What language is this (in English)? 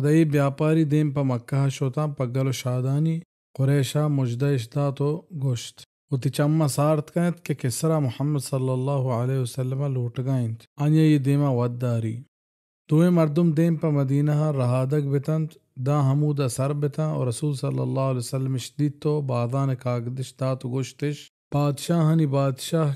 Baluchi